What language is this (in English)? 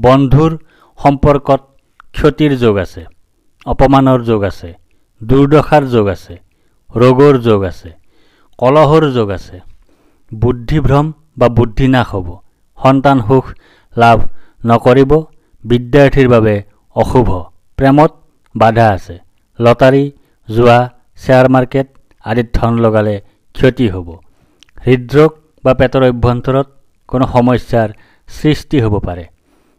Assamese